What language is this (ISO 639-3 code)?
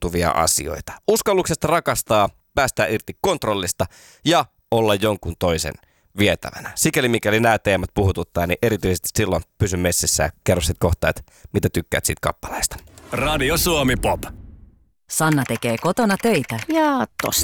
fin